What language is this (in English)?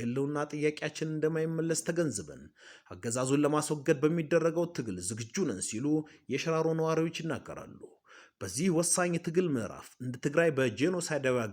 Amharic